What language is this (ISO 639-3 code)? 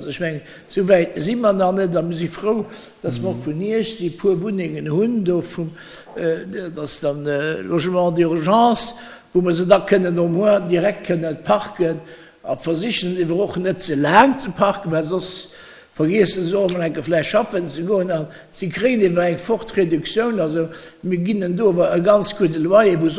ltz